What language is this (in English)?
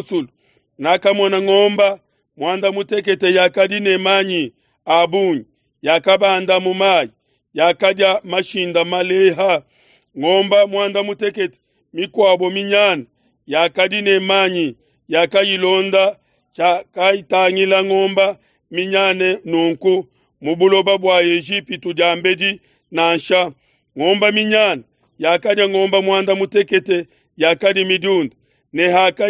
Luba-Lulua